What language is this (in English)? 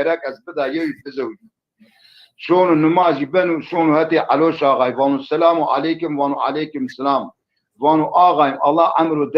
Zaza